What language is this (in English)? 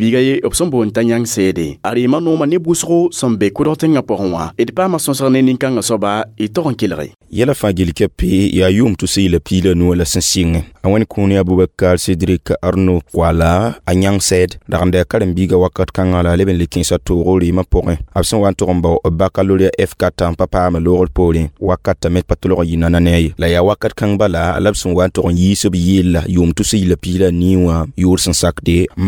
Mossi